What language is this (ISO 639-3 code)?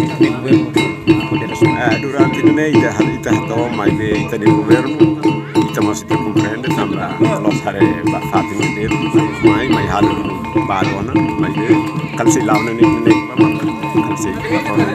tet